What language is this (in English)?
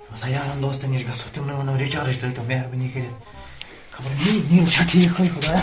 Kashmiri